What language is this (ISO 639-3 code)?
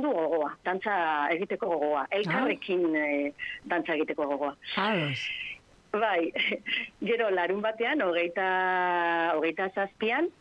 eus